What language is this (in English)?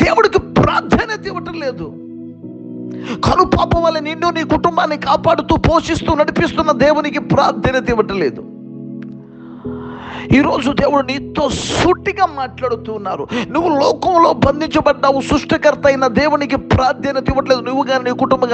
Telugu